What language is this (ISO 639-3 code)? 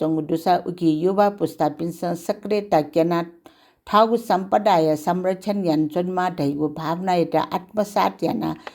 new